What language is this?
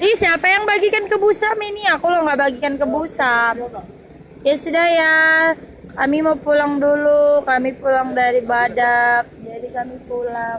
Banjar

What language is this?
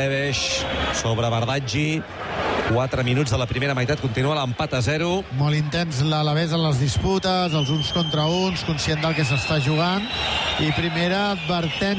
Catalan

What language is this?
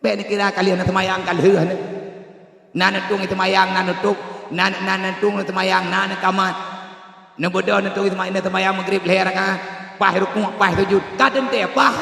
Achinese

